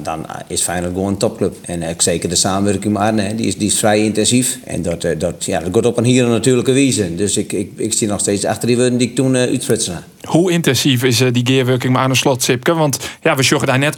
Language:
Western Frisian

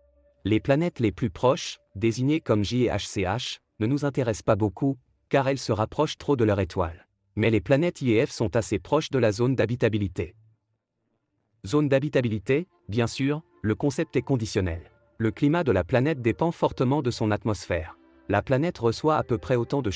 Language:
French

